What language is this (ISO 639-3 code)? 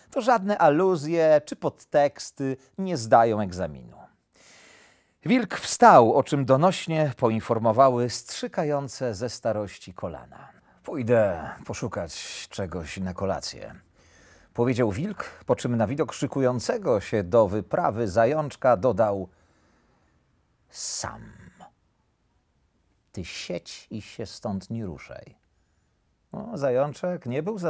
pol